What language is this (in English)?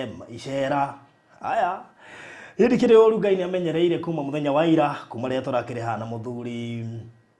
Kikuyu